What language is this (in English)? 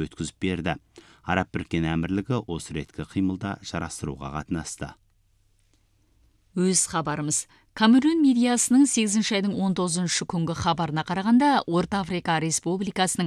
Kazakh